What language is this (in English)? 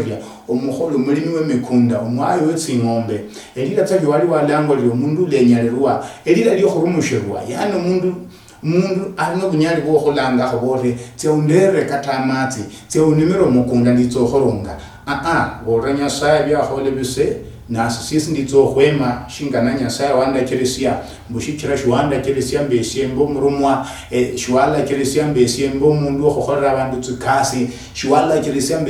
Luyia